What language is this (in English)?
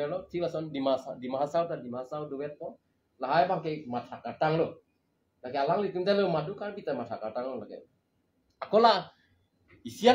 Karbi